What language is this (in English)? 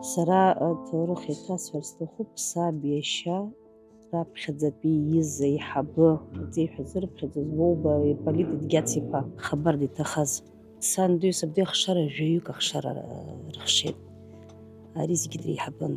Abkhazian